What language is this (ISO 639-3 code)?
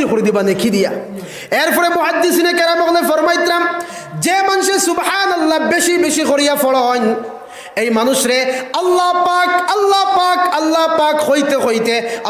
syl